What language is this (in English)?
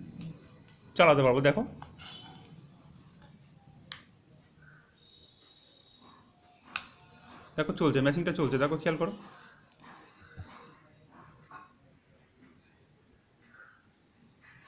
Bangla